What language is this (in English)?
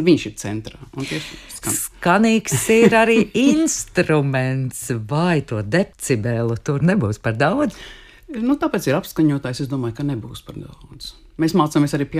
Latvian